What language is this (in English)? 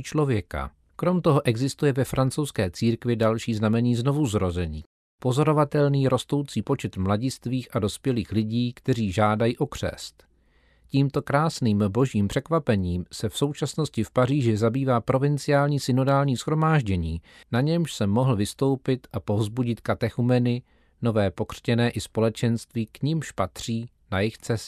Czech